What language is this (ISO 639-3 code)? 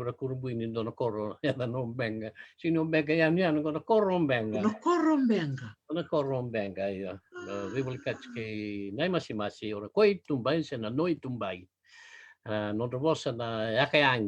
fij